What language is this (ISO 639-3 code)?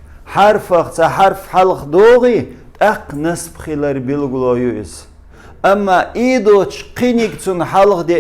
che